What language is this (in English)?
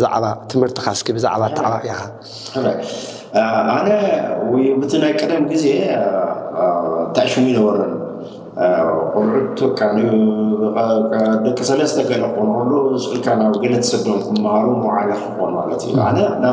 Tigrinya